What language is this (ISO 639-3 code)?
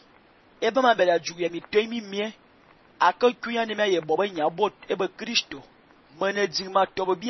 fan